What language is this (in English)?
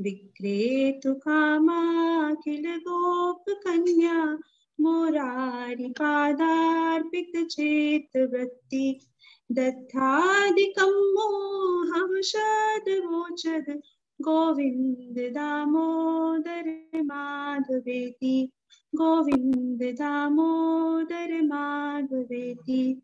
Sanskrit